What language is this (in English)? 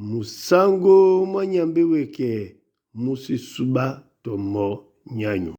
Duala